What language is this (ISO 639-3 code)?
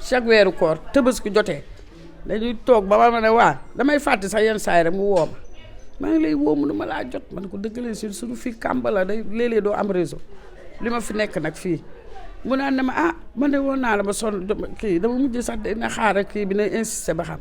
wol